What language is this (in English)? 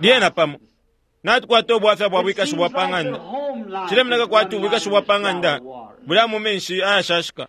Bemba